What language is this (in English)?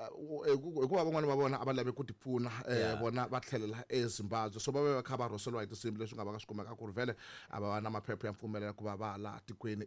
Tsonga